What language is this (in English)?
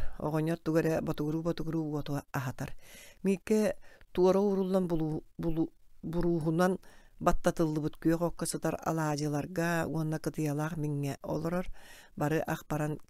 Yakut